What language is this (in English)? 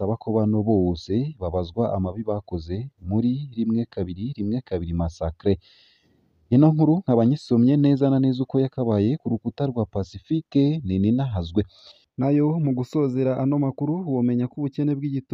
Rundi